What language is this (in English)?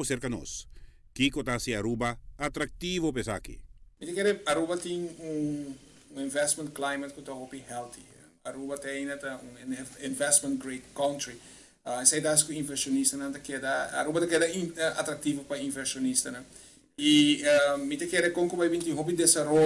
Papiamento